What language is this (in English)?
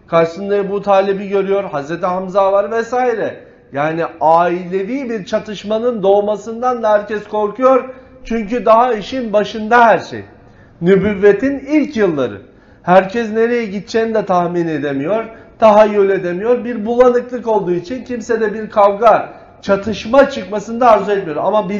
Turkish